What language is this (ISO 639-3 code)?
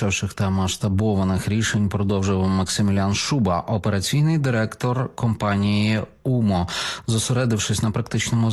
ukr